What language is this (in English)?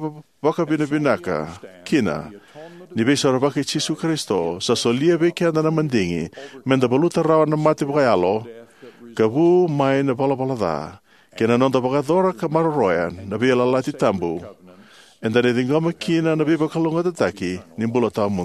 Fijian